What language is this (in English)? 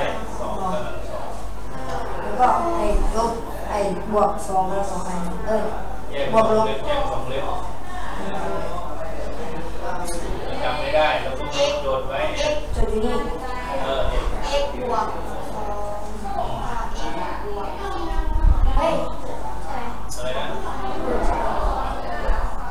Thai